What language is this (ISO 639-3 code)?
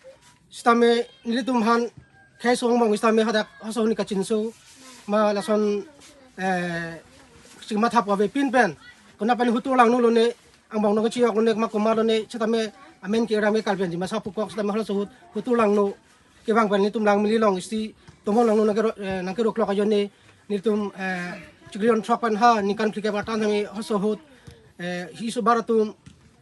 mjw